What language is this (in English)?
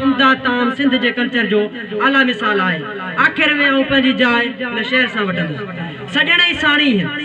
Sindhi